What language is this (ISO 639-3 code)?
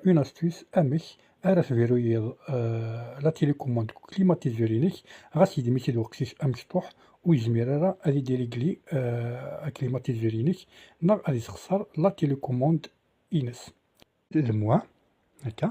kab